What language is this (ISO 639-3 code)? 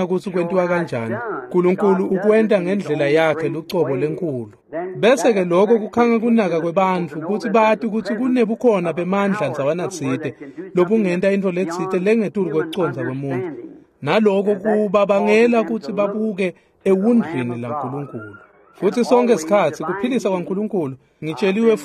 ssw